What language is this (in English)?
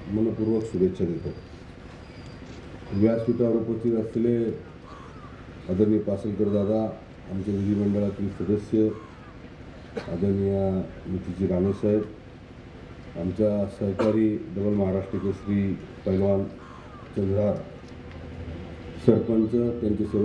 Marathi